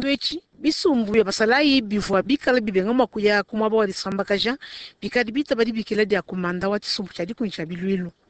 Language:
Luba-Lulua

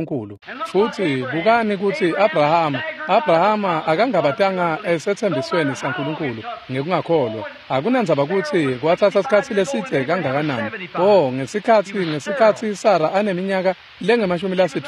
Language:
Swati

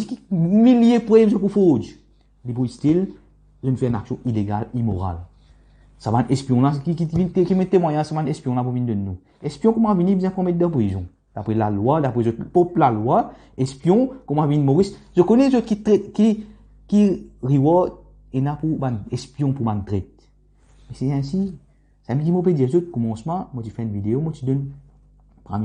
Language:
Morisyen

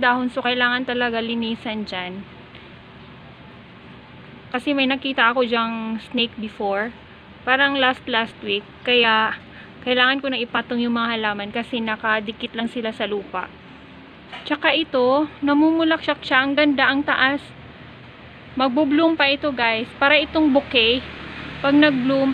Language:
Filipino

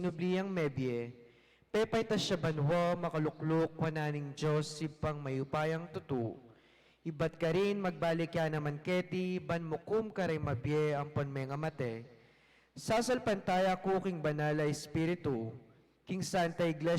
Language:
Pampanga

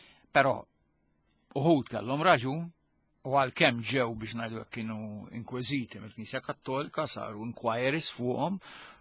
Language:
Maltese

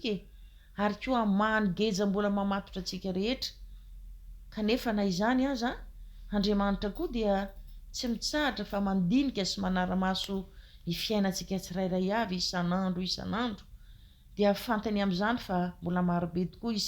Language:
Malagasy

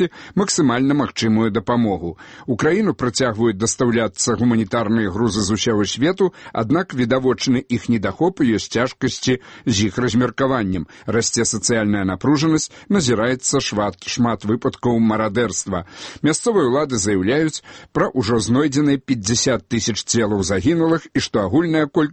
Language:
Belarusian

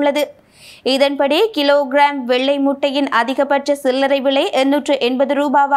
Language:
Tamil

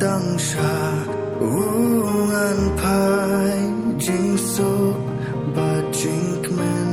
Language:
Khasi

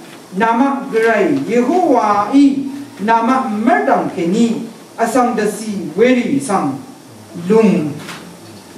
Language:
Rawang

